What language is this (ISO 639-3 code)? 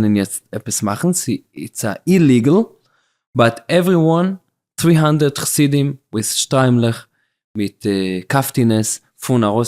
yid